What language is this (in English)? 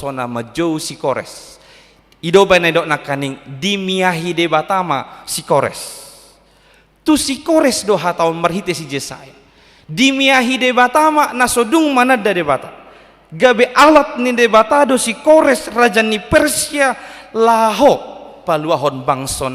Batak Toba